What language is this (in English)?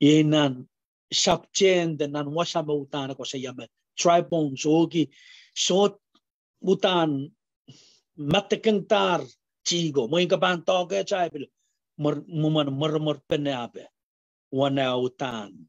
Pohnpeian